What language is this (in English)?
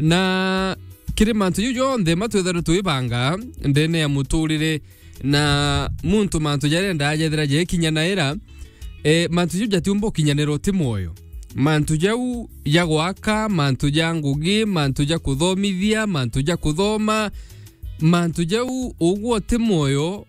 Meru